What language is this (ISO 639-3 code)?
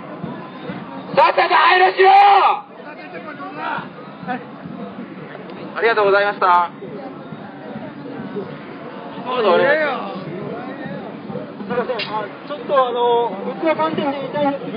jpn